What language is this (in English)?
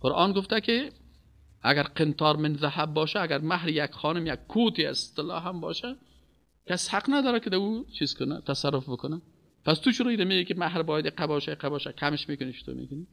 Persian